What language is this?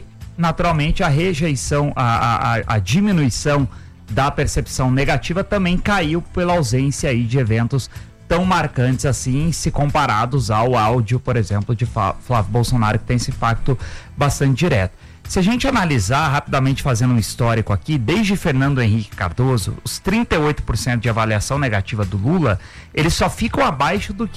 Portuguese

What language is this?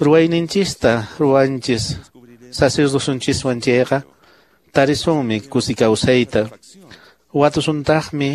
Quechua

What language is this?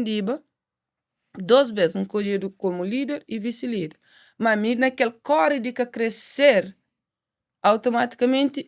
Kabuverdianu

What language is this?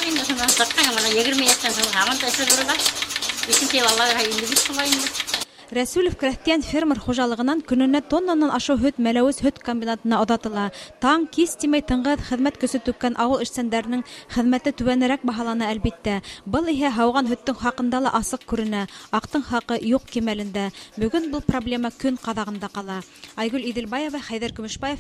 Bashkir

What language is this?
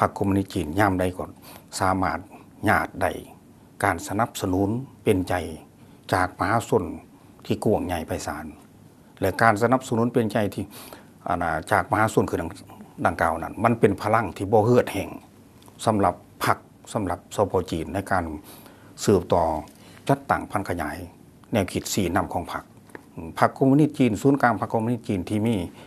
Lao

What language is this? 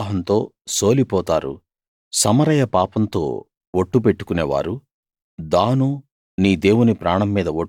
Telugu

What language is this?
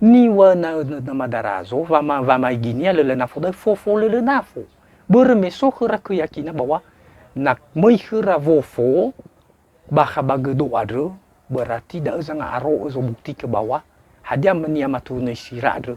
Nias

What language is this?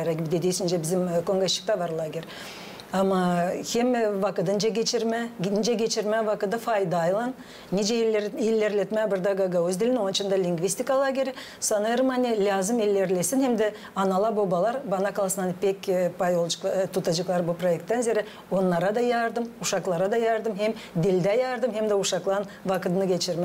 Gagauz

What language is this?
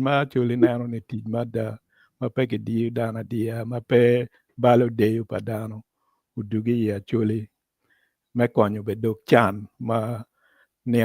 Acoli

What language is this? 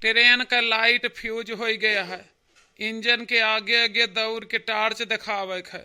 Awadhi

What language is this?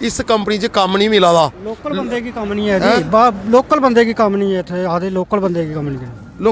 Dogri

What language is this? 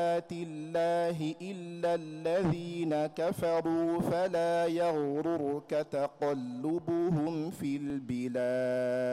Arabic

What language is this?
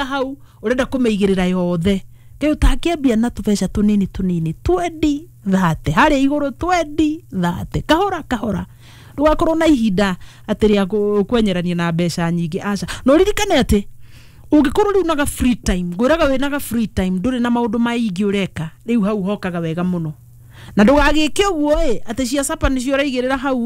Kikuyu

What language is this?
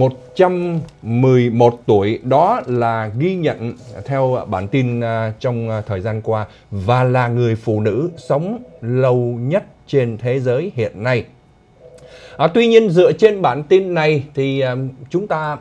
Vietnamese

